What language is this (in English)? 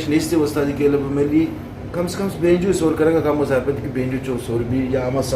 Eastern Balochi